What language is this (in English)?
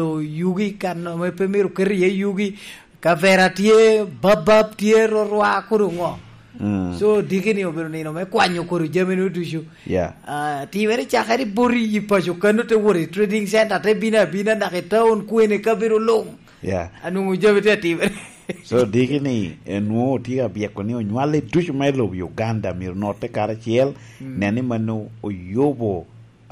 Lango (Uganda)